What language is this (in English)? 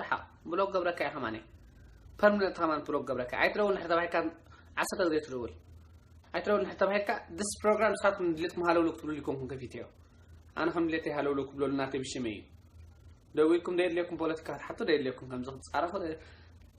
Tigrinya